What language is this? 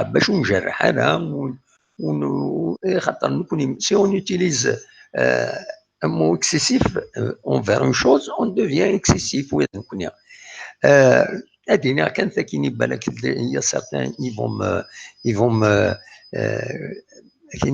Kabyle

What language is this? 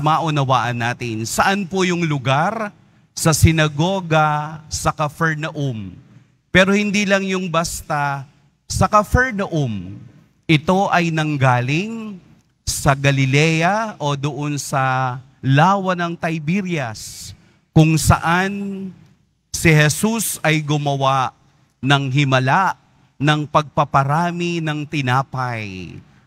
Filipino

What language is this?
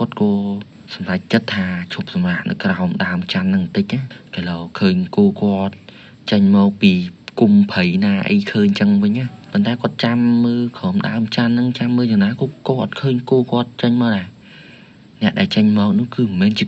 Khmer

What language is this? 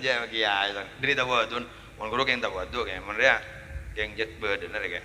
Madurese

